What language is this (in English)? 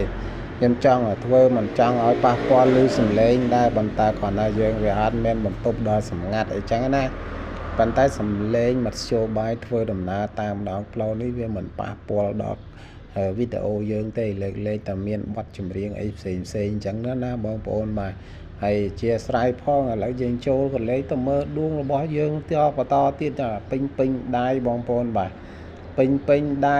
Khmer